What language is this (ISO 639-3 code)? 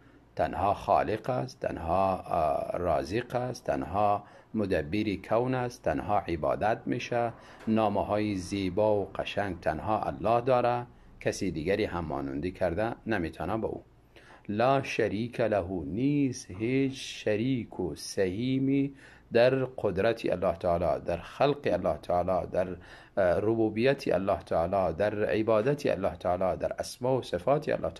tgk